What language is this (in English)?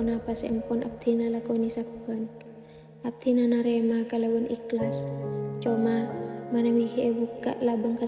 Madurese